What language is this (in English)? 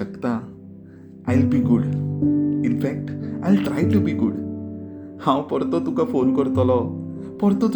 Konkani